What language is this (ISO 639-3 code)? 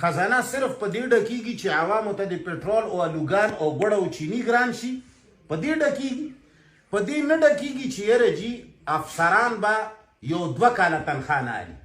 pus